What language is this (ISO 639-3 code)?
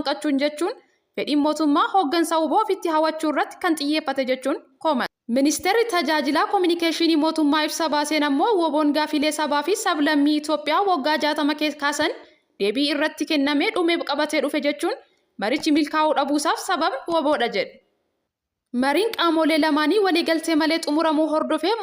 orm